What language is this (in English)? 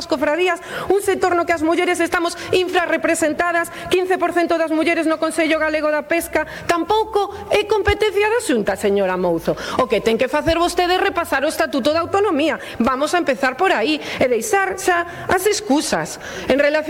Galician